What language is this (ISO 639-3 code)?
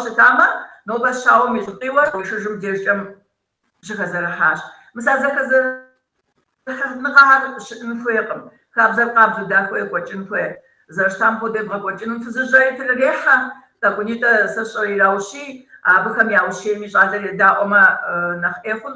kbd